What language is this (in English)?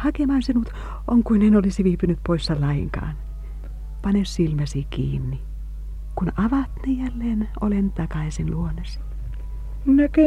Finnish